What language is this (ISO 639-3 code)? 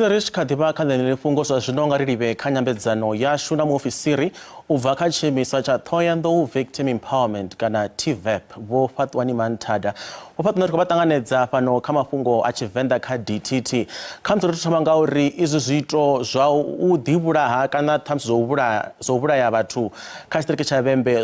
ven